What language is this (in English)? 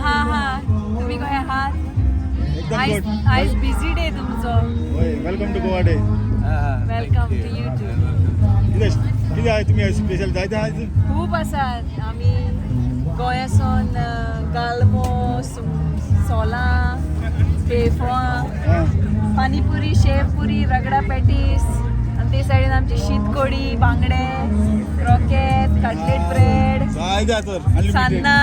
Konkani